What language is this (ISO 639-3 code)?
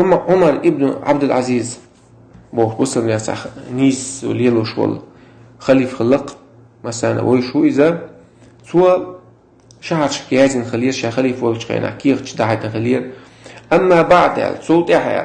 che